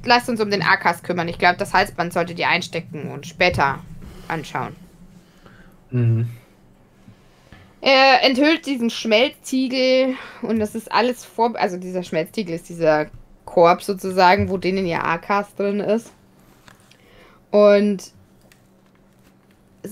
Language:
German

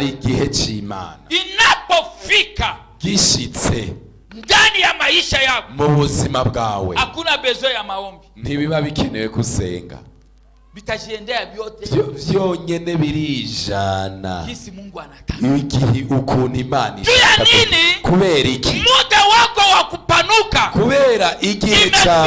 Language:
Rundi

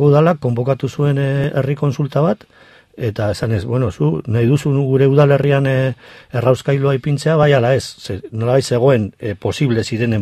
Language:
Basque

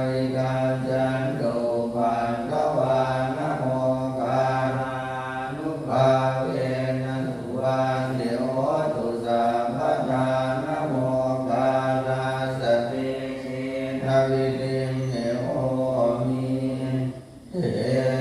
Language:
Pali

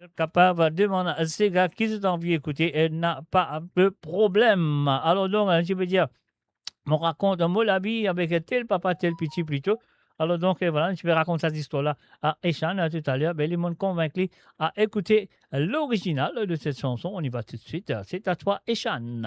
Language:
Morisyen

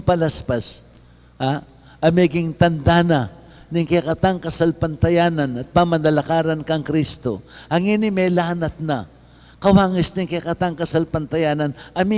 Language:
Pampanga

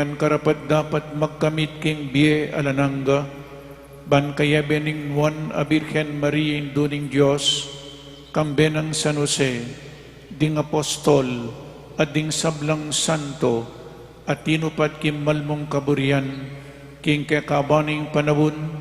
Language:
Pampanga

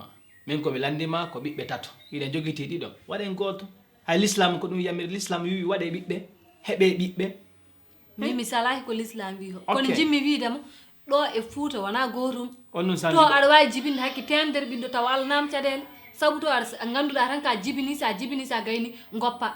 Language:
Fula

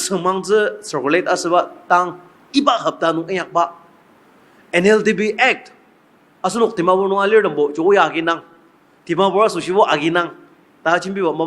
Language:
Ao Naga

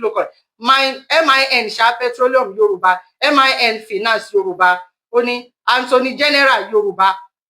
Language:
Yoruba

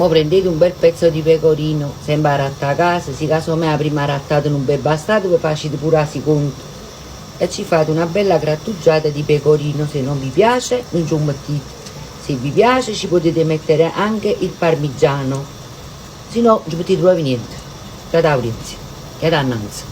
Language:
Neapolitan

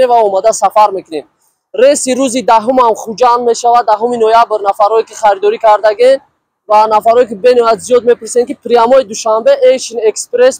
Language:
Tajik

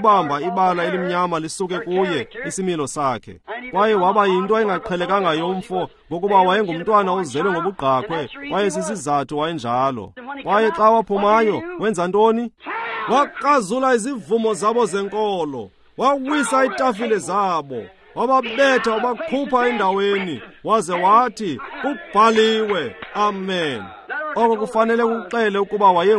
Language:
Xhosa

